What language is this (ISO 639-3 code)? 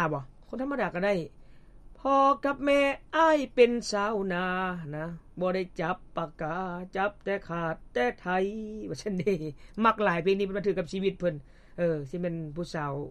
lao